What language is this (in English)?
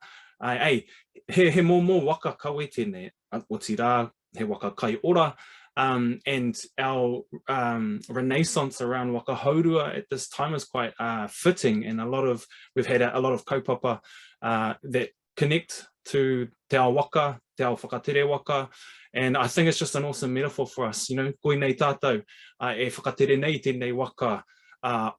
Māori